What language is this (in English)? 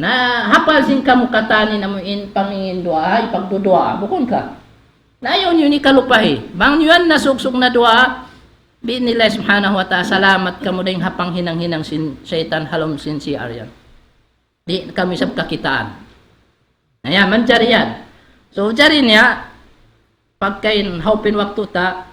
Tausug